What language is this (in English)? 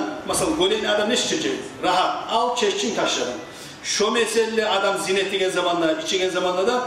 Kumyk